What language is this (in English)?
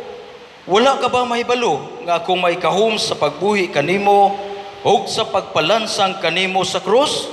Cebuano